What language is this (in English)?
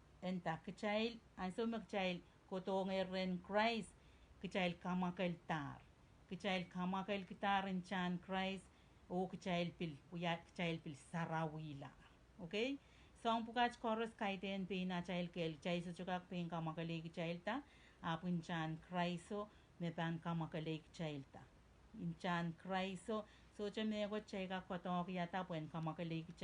Pohnpeian